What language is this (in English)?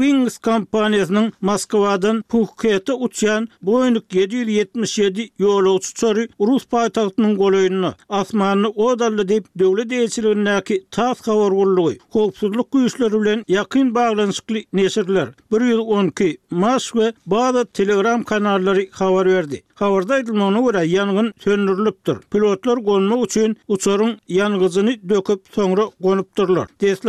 Turkmen